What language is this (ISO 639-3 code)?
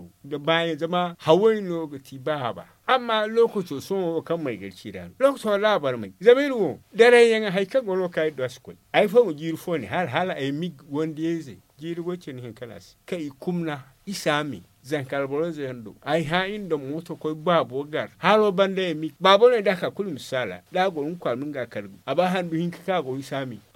dje